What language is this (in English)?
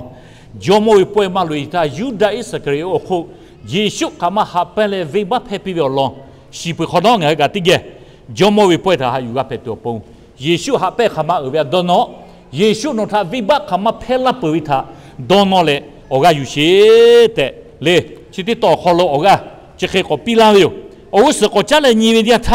Lahu